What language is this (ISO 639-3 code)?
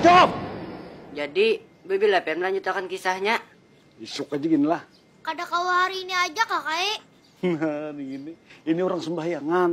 bjn